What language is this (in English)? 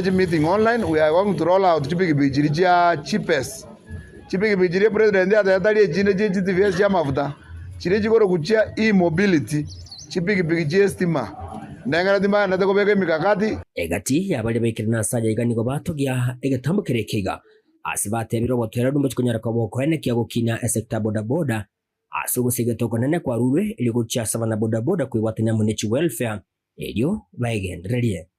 Gusii